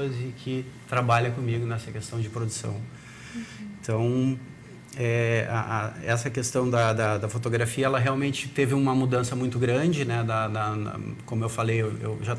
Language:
Portuguese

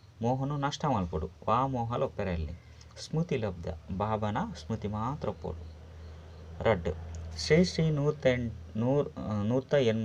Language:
Tulu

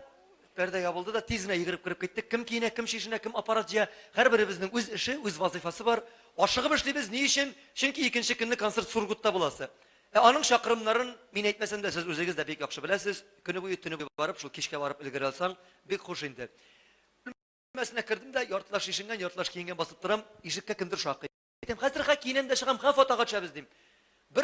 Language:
Tatar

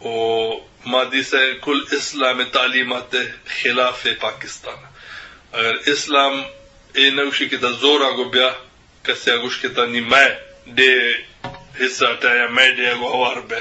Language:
Eastern Balochi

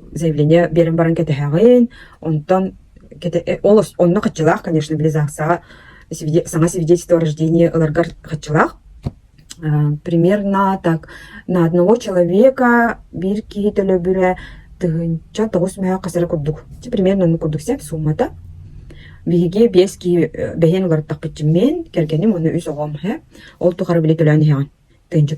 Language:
Yakut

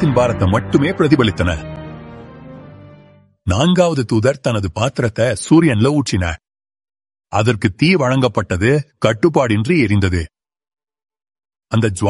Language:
Tamil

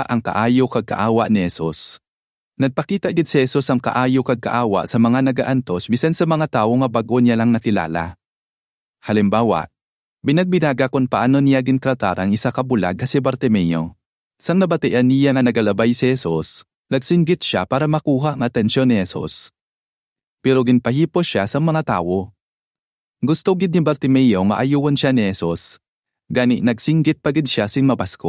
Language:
Hiligaynon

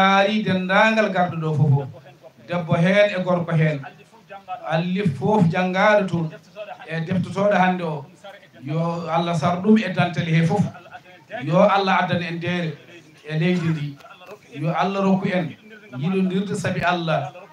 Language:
Fula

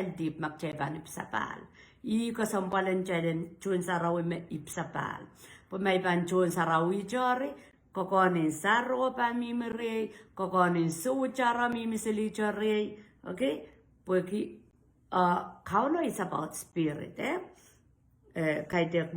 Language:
Pohnpeian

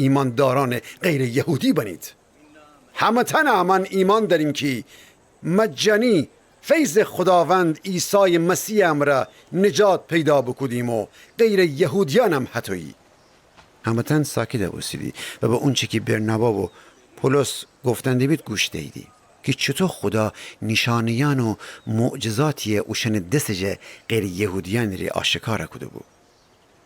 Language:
Gilaki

